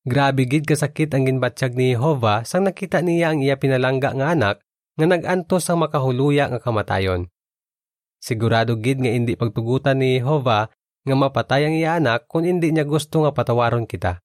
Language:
Hiligaynon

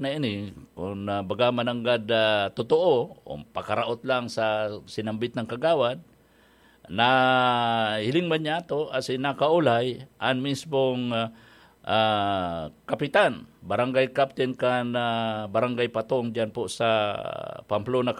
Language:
Bikol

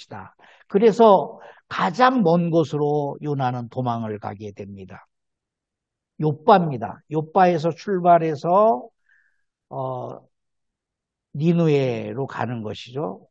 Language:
Korean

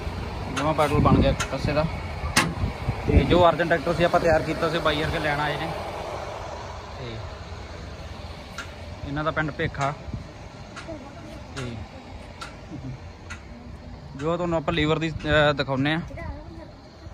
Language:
Punjabi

